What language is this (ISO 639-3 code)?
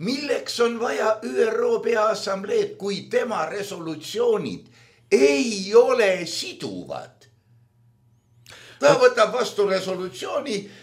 est